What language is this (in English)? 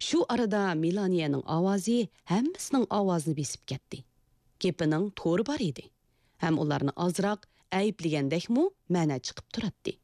Uyghur